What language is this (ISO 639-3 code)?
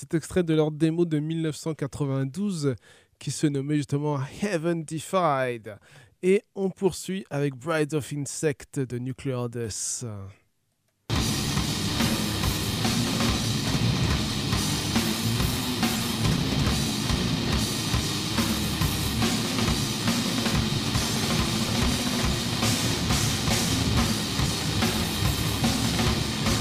fra